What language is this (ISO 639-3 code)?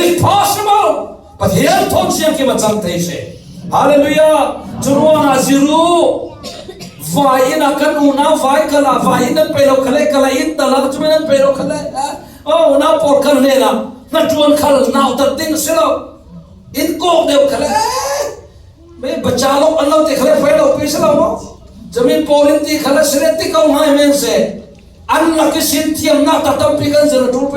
cfm